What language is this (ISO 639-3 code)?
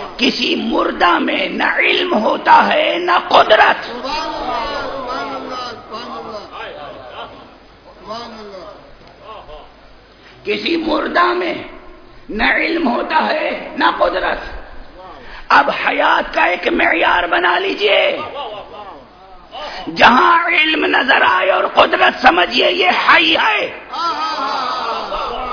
urd